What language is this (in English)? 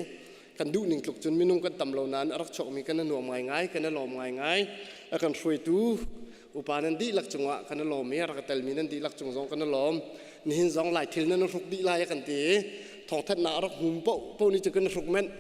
Hakha Chin